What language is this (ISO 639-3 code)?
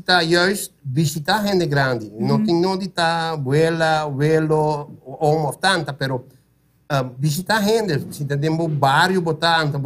pap